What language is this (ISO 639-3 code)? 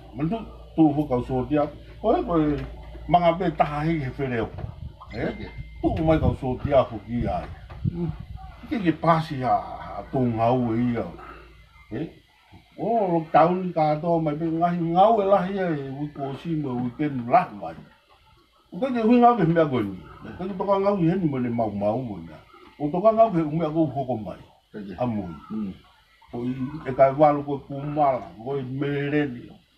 ton